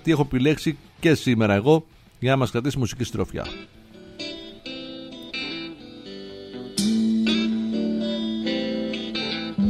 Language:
Greek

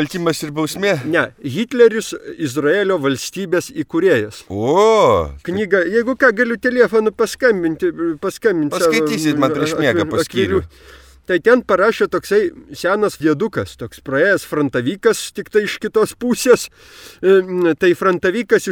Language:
Lithuanian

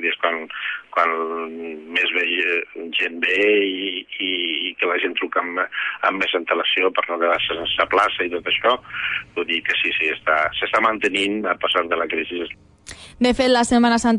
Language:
Catalan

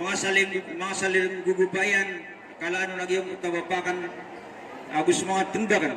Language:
Maranao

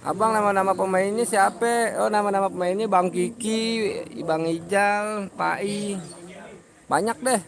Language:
Betawi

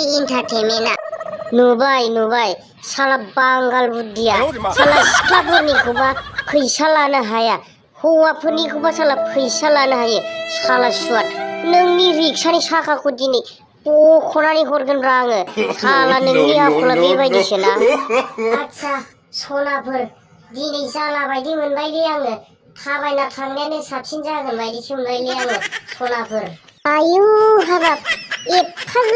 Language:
Bodo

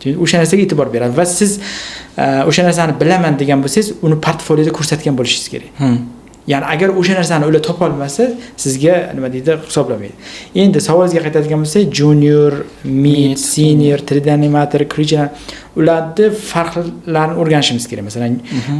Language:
Uzbek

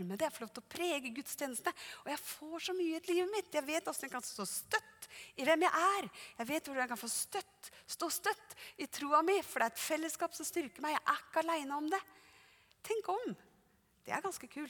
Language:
Norwegian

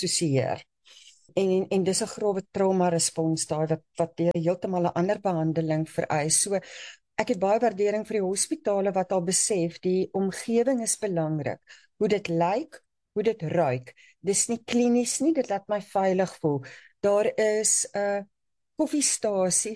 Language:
Afrikaans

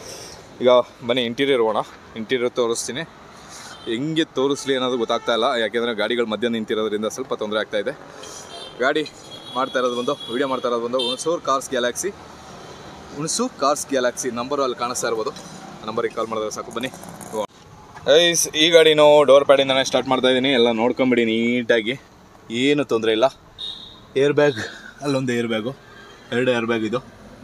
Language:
Kannada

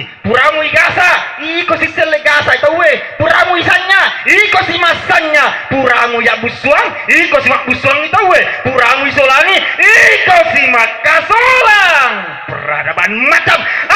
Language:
Buginese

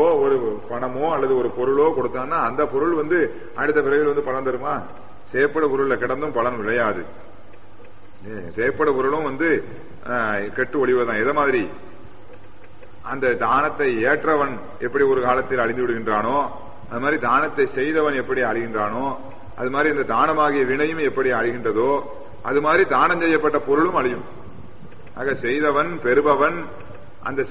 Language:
Tamil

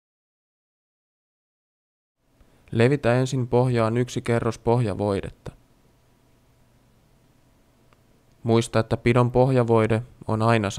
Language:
Finnish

